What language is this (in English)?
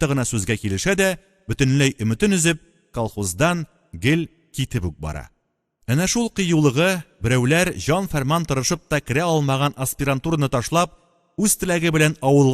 Tatar